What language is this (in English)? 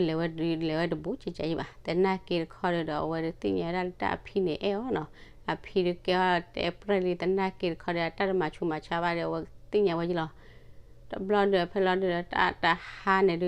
S'gaw Karen